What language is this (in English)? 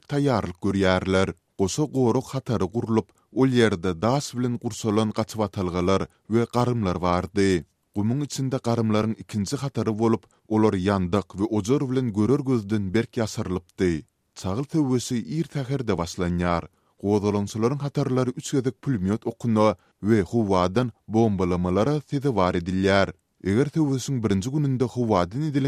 Turkmen